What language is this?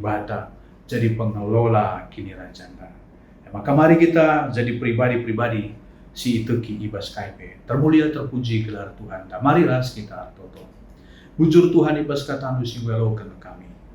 Batak Karo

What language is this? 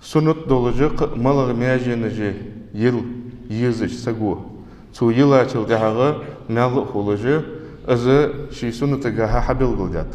Ingush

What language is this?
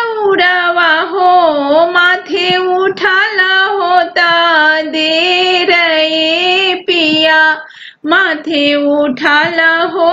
Bhojpuri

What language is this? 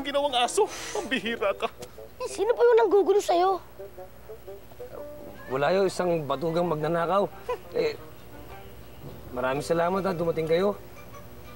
Filipino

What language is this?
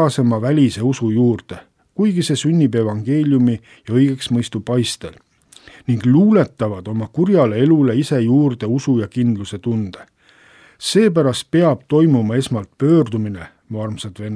Estonian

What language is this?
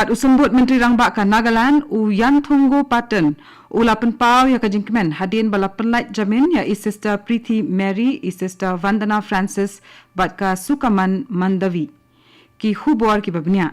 Khasi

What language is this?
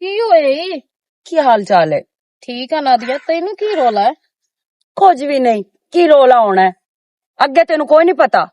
Western Panjabi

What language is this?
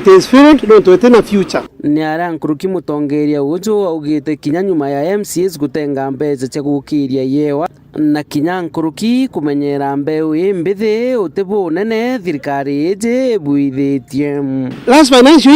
Meru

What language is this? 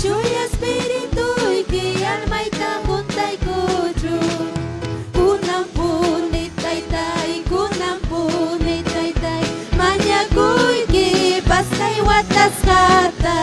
Ayacucho Quechua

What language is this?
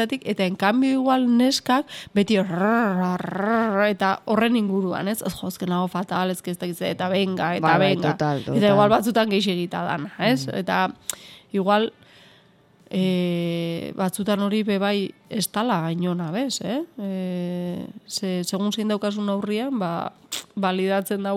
Basque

